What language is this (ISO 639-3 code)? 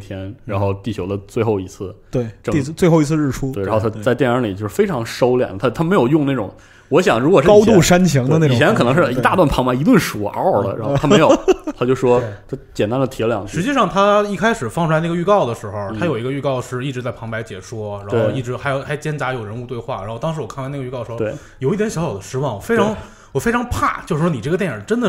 zho